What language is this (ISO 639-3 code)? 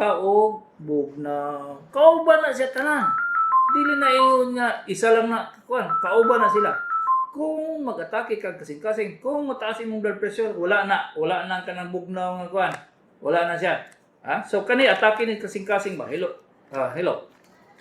ceb